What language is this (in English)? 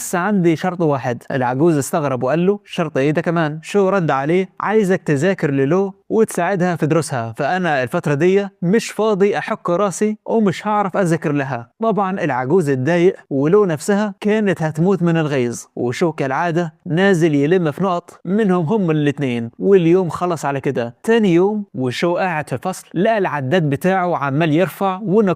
Egyptian Arabic